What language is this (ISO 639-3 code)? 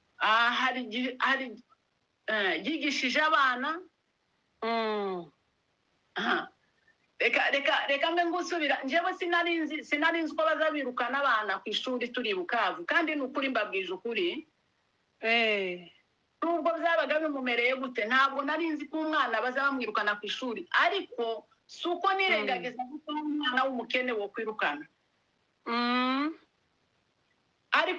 kin